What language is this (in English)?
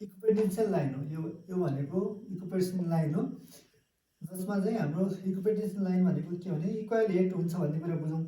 Nepali